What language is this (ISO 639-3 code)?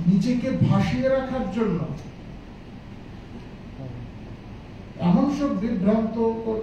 ben